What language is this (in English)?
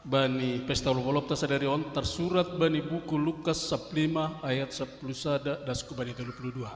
Batak Simalungun